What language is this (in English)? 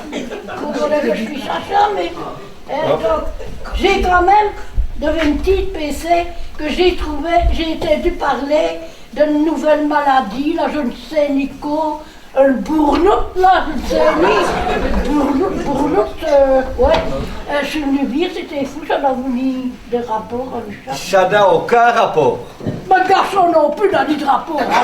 Picard